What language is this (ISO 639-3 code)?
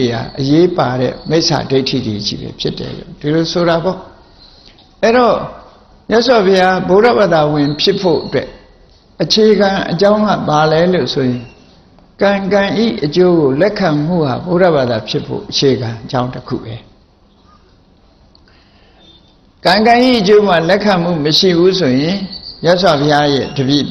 mya